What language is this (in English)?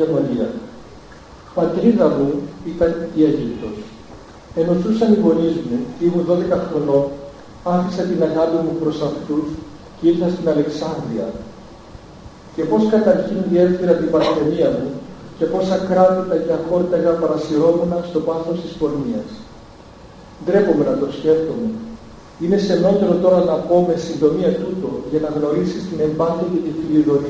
Greek